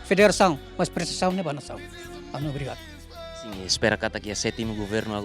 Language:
Tetum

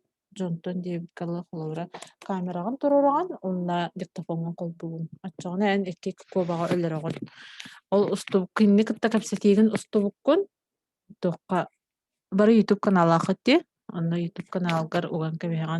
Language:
Yakut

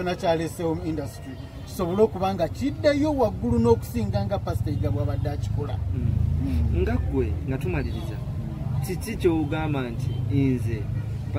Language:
Ganda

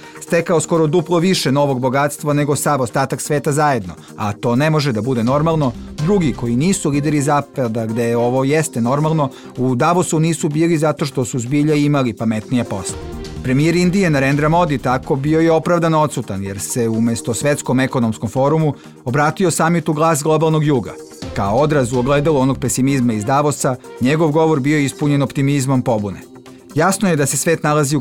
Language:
Serbian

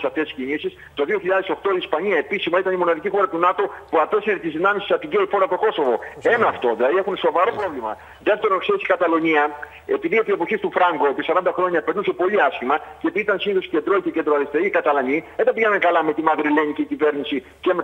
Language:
Greek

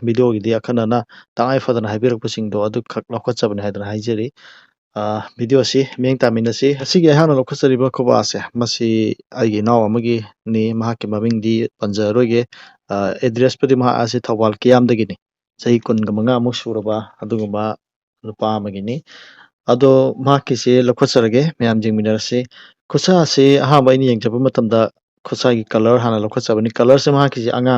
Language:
Manipuri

